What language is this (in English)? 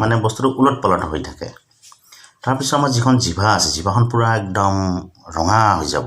Assamese